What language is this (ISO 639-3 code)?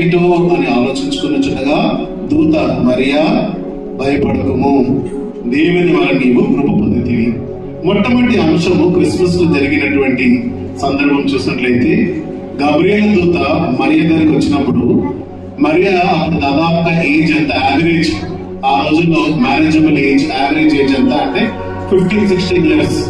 tel